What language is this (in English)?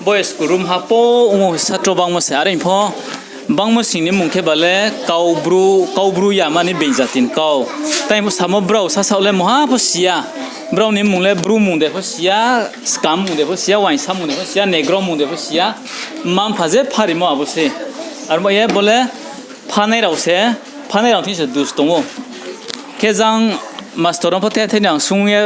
Riang (India)